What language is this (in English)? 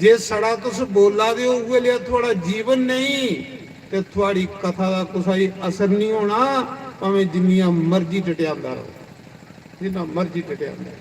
Dogri